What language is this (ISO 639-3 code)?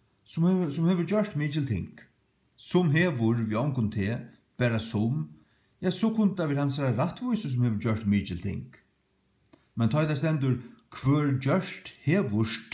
fao